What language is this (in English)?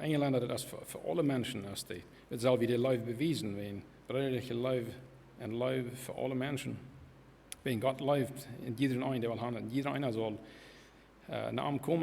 Plautdietsch